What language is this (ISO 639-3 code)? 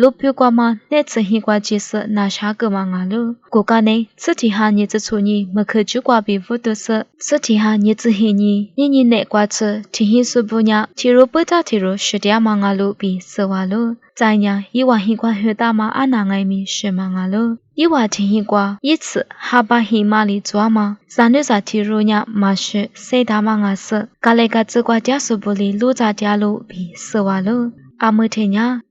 lis